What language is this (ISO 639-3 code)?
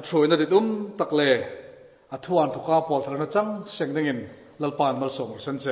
hmr